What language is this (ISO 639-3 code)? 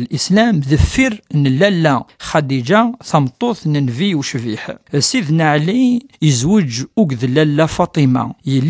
kab